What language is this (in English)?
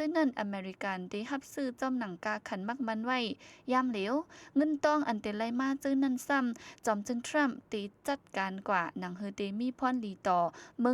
Shan